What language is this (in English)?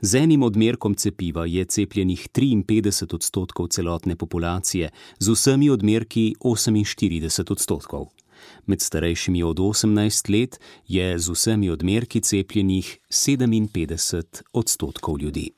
Slovenian